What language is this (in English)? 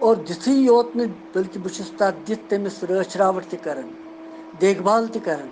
Kashmiri